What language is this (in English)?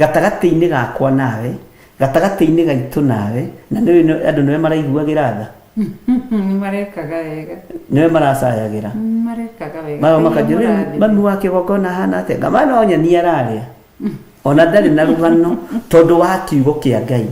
Kikuyu